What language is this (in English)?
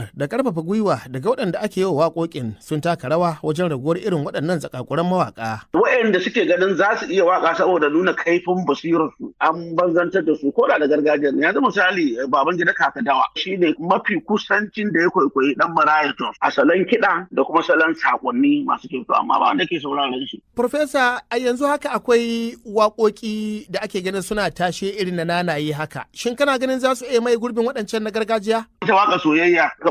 Hausa